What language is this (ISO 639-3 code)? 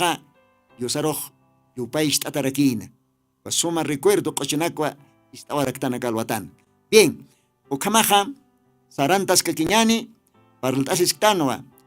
aym